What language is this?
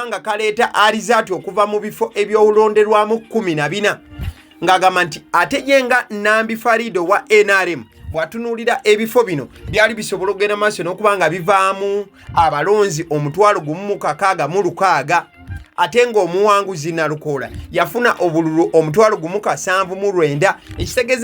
Ganda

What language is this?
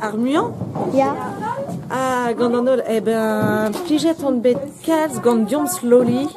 Breton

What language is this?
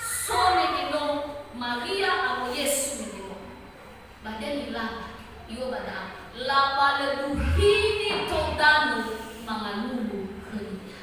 Nias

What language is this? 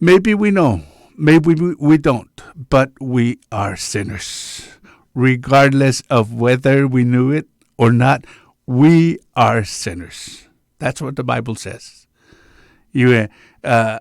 Chuukese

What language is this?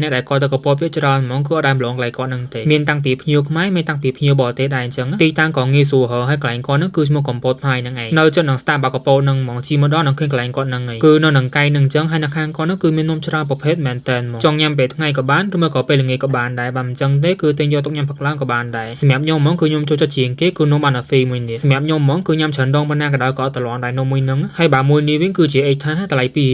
Khmer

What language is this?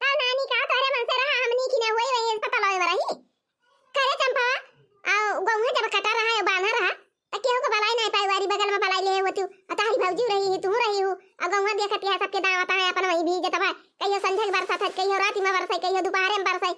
Awadhi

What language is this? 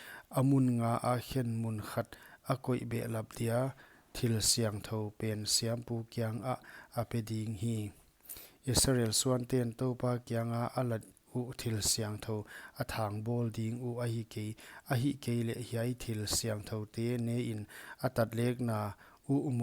Paite Chin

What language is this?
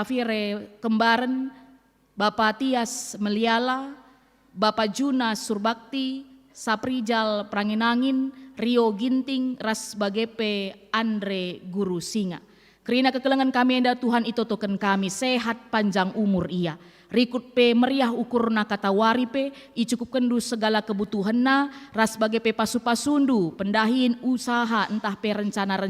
Batak Karo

